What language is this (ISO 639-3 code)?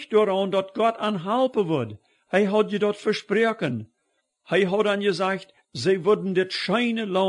pdt